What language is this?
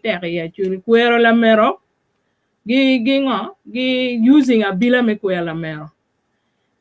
Acoli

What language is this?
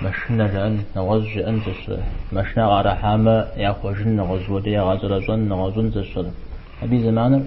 Kabardian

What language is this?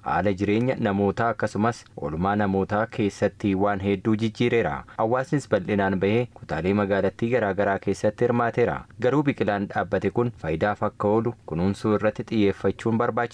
Oromo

